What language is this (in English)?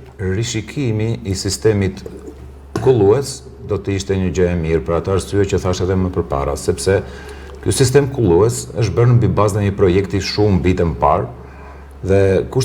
Albanian